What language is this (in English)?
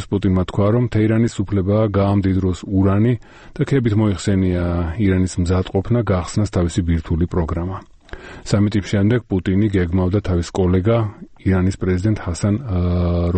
Georgian